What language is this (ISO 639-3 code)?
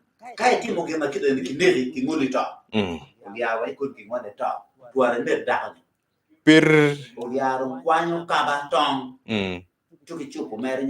ach